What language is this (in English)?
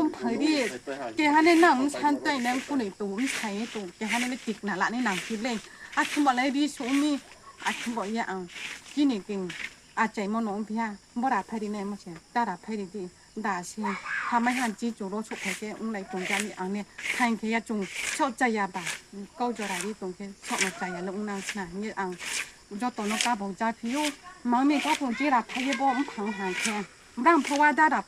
Riang (India)